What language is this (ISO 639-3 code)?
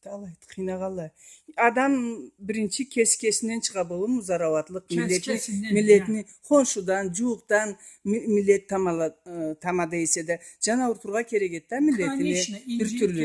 krc